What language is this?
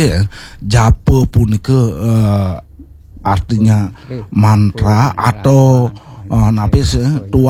Balinese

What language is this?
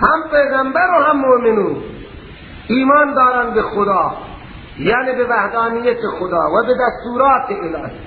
Persian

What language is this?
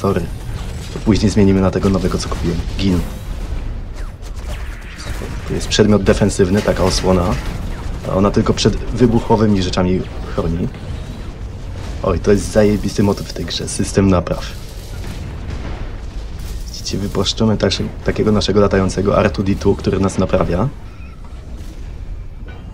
Polish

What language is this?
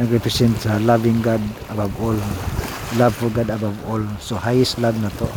Cebuano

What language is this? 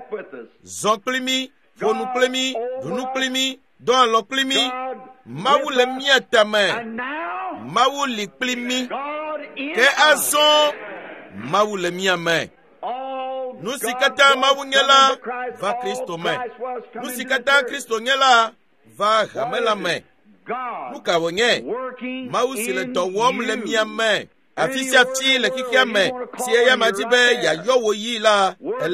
Ewe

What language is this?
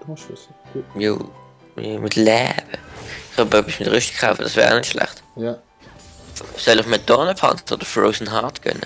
Swiss German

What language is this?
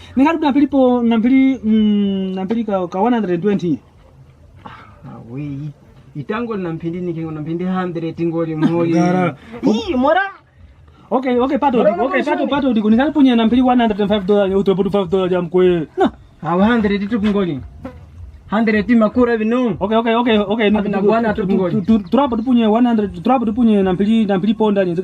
Kwangali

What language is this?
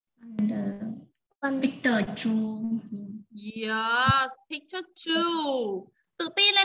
Vietnamese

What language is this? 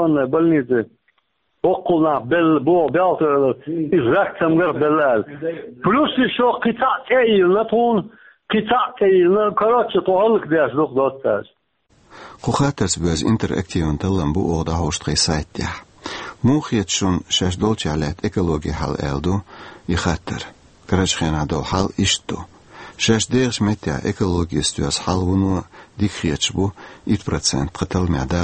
Chechen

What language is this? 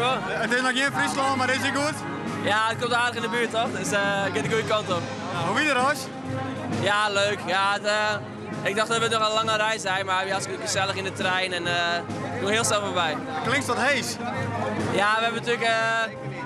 Western Frisian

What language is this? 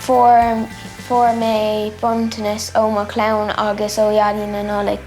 Irish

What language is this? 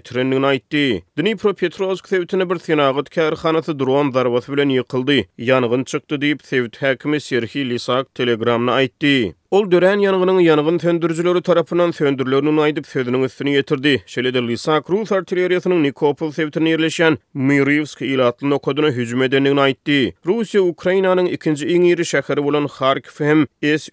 Turkmen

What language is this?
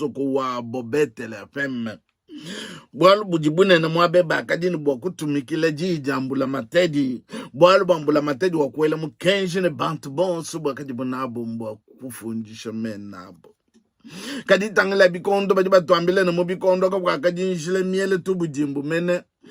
Luba-Lulua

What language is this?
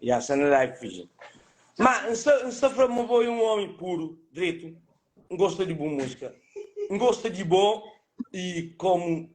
Kabuverdianu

